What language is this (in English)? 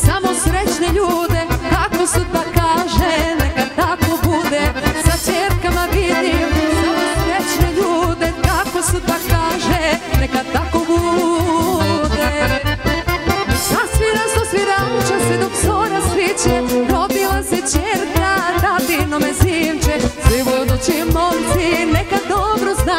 Serbian